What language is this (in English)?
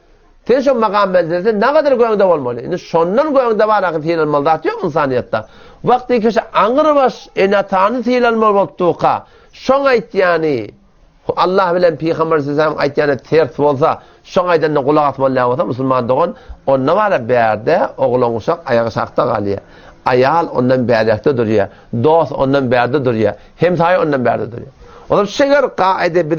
Turkmen